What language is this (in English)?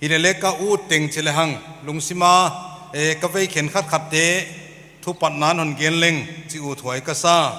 Paite Chin